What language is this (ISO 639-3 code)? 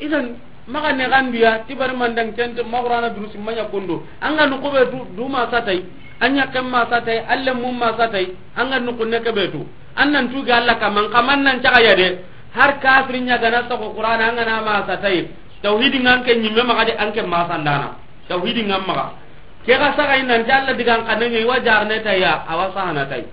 snk